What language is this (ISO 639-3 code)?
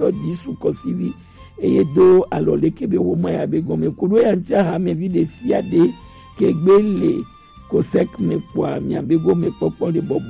gej